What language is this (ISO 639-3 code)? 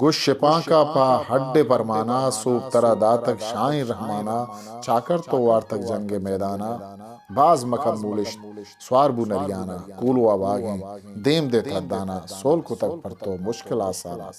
bgp